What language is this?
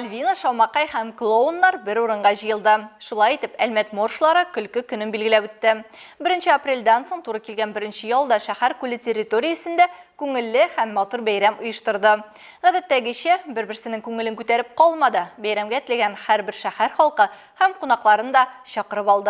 Tatar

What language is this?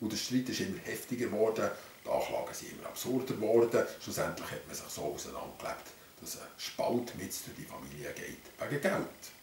Swiss German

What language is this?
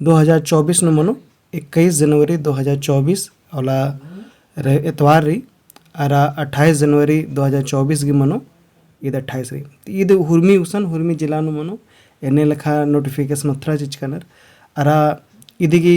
Kurukh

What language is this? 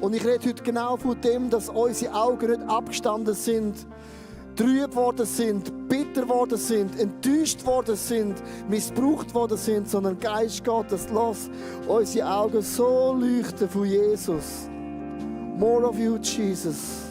Swiss German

